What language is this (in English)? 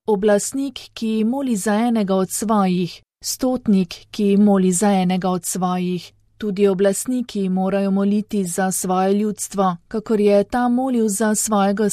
Slovenian